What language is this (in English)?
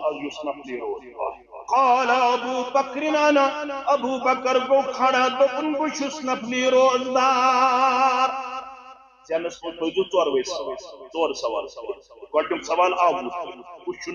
Kashmiri